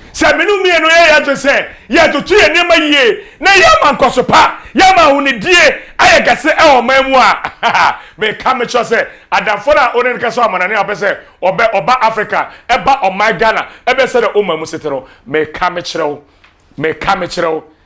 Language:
Akan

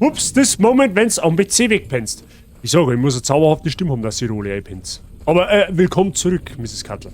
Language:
Bavarian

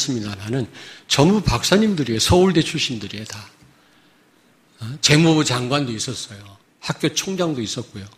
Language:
Korean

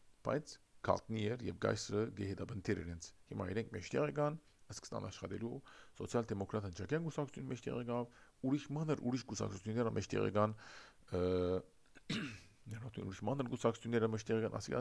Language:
Armenian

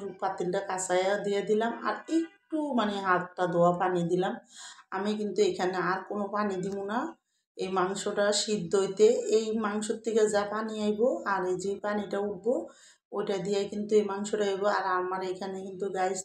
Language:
Bangla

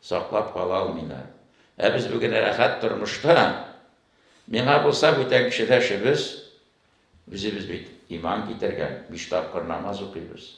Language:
Tatar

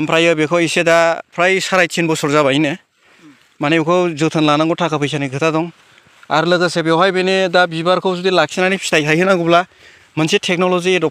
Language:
Bodo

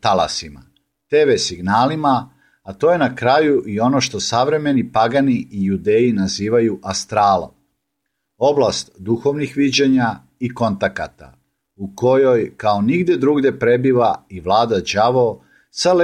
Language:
Serbian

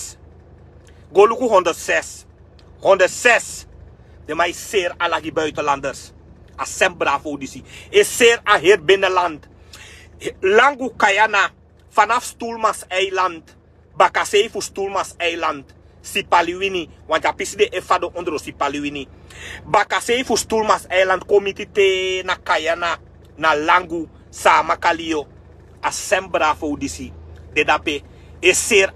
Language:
Sranan Tongo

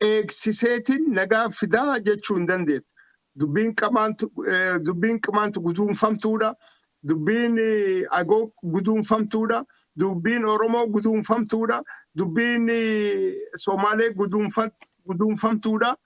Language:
Oromo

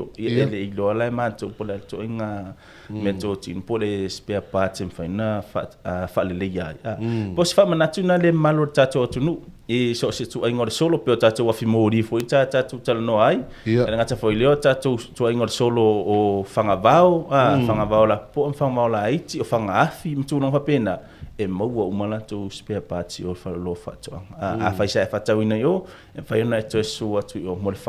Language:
Samoan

